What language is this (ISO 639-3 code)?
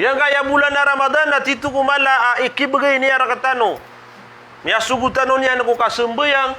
mrw